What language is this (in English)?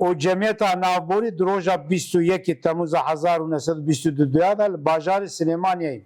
Kurdish